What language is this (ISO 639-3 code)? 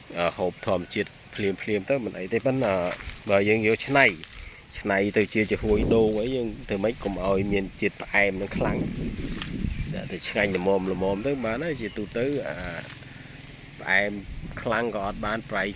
khm